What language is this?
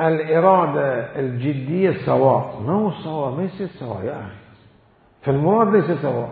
Mesopotamian Arabic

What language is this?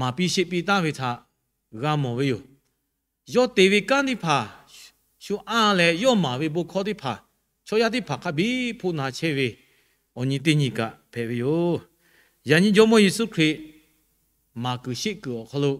Lahu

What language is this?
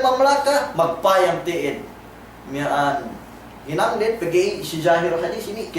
Yakan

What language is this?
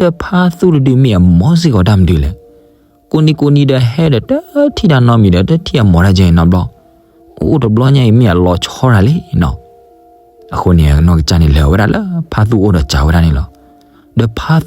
S'gaw Karen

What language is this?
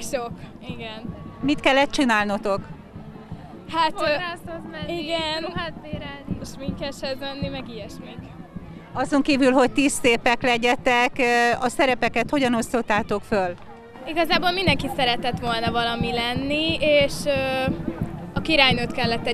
Hungarian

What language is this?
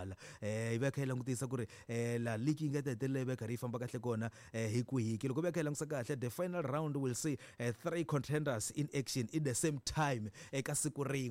Tsonga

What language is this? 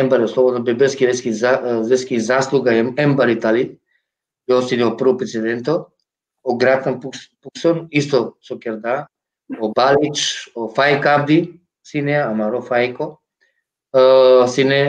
Balkan Romani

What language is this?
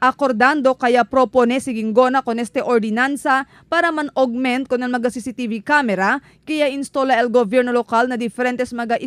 Chavacano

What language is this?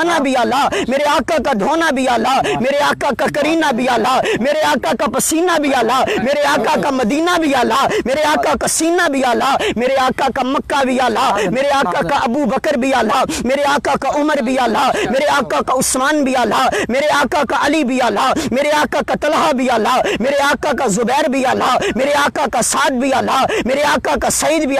Urdu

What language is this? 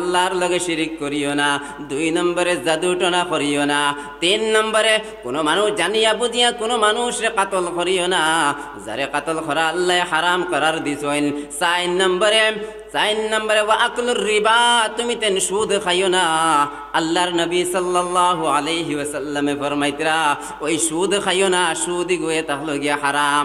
Sylheti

